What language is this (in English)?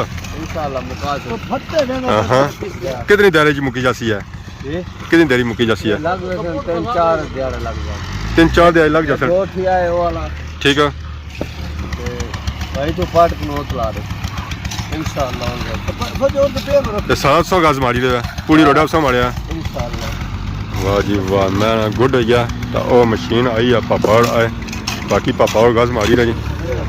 Pahari-Potwari